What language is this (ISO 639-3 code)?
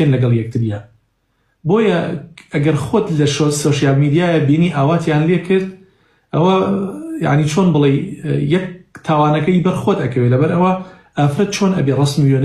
ckb